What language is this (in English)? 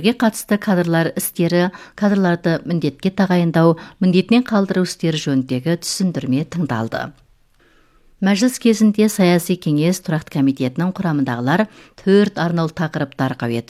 Kazakh